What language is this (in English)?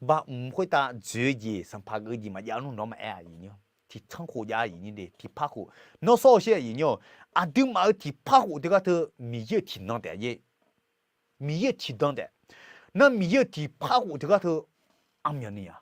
Akha